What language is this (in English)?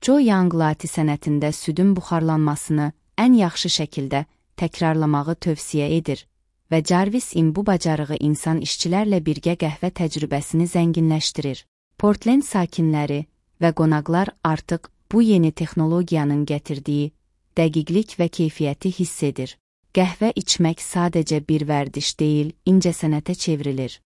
Azerbaijani